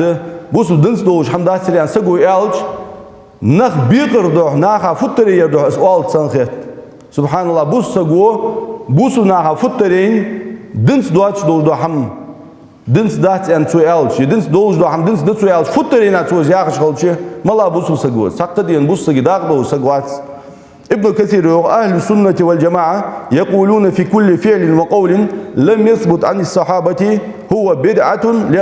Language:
Ingush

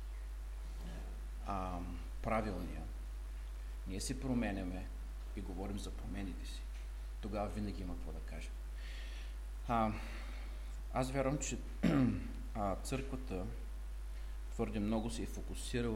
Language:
Bulgarian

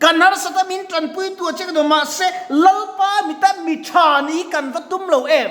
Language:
Mizo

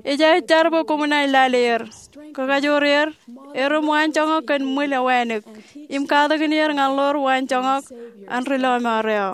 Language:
Marshallese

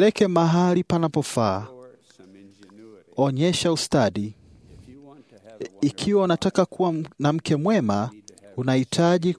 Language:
Swahili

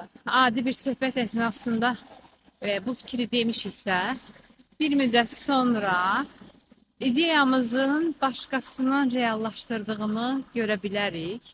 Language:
Azerbaijani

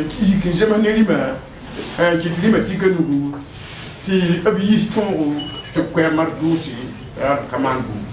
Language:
Mossi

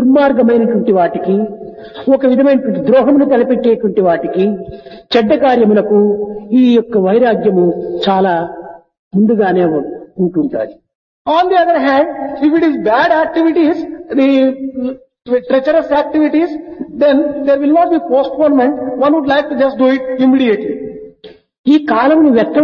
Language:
Telugu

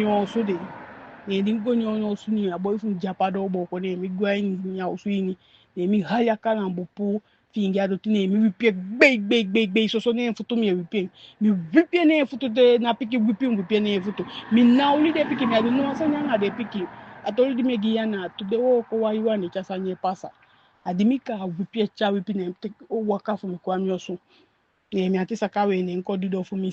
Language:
Eastern Maroon Creole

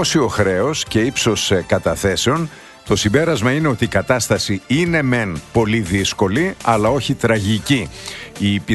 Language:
Greek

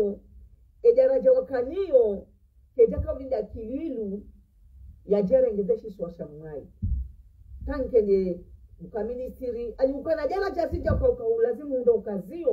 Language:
Ngazidja Comorian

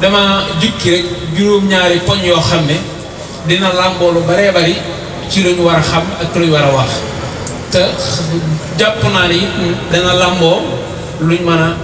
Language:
Wolof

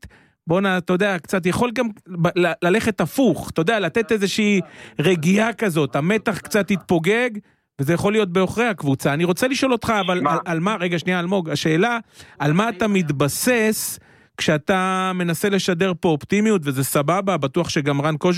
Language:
Hebrew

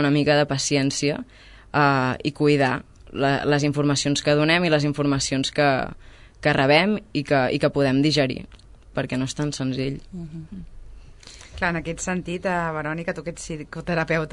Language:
Catalan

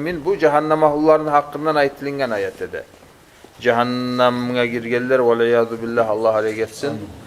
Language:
Kumyk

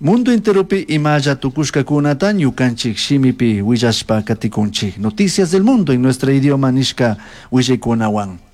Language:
Chimborazo Highland Quichua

